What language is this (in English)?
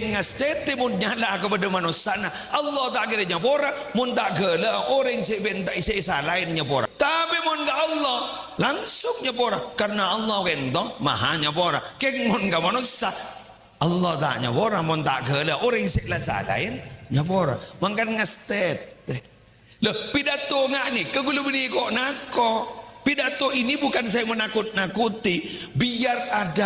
Madurese